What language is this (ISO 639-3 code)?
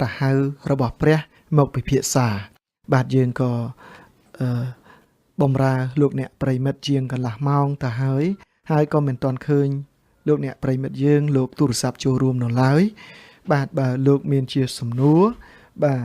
khm